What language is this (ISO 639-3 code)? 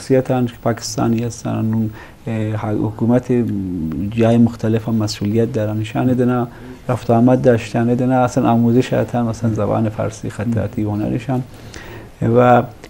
bgp